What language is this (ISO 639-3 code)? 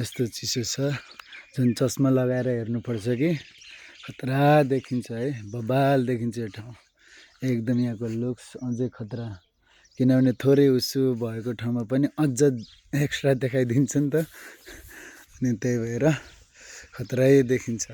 nep